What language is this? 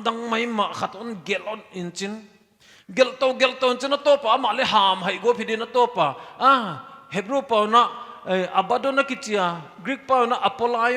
Paite Chin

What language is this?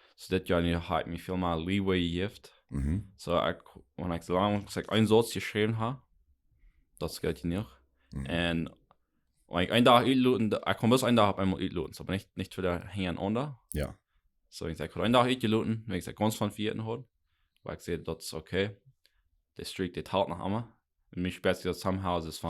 Plautdietsch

